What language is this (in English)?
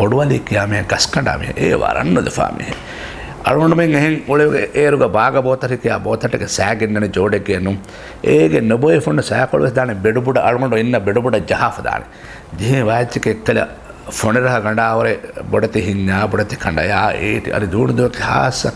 Divehi